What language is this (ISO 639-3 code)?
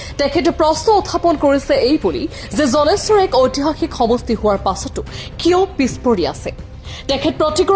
asm